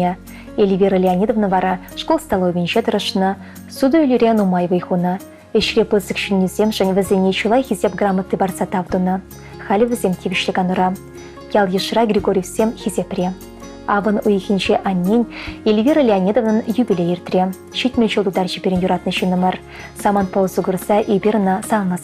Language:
Chuvash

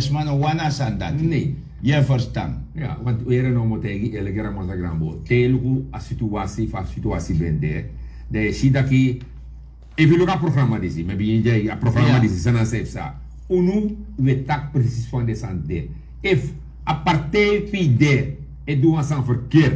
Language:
Sranan Tongo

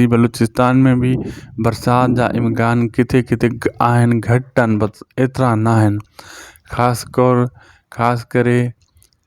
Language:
Sindhi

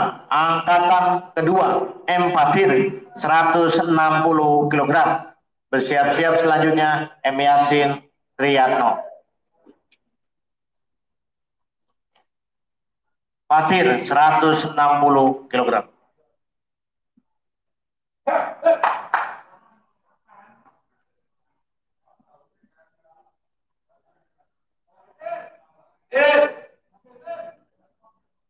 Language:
Indonesian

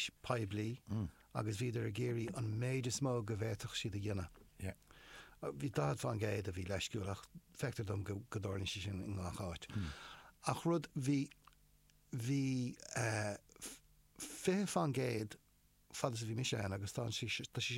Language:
Irish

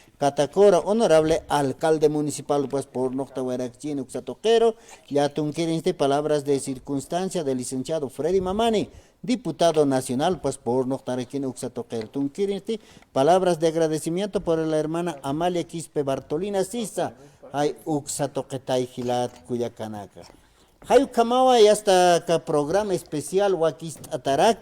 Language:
Aymara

